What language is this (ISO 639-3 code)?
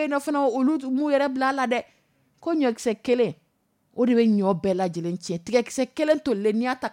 dyu